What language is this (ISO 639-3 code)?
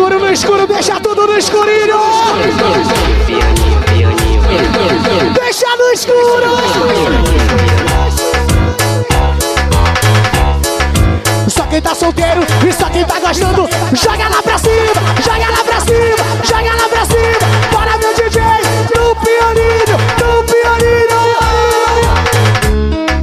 por